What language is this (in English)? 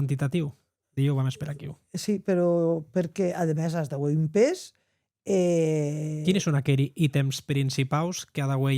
Occitan